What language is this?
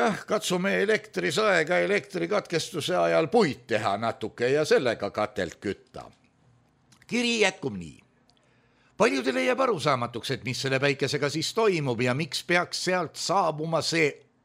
Estonian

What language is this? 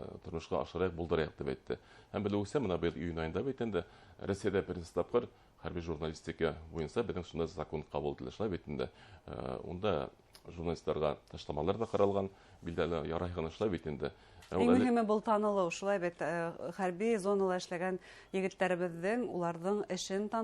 Bashkir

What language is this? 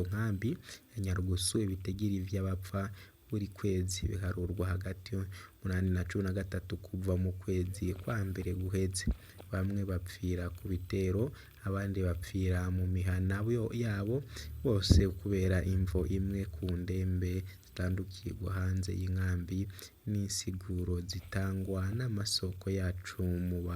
Rundi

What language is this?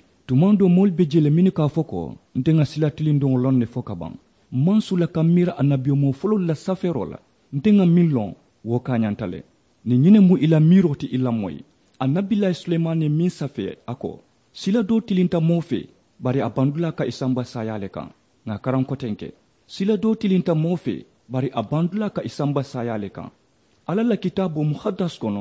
Mandingo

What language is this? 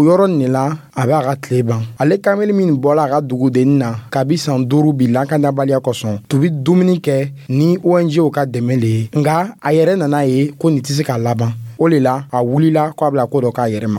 Dyula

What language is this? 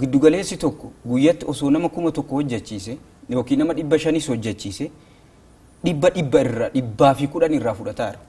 Oromo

